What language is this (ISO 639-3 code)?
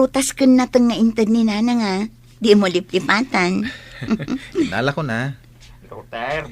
ilo